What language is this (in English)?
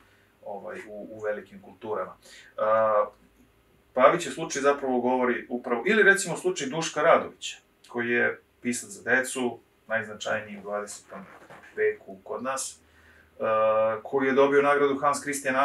Serbian